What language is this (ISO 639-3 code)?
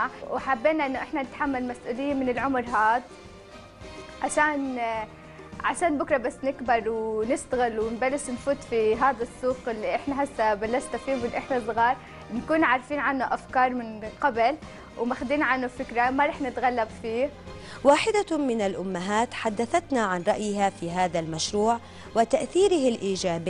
ajp